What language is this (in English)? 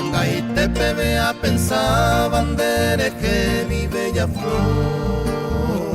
Guarani